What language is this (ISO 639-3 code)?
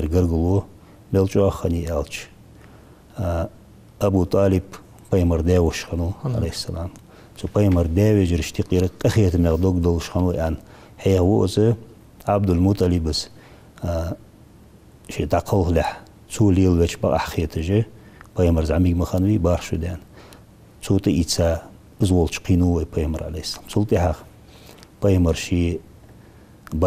inh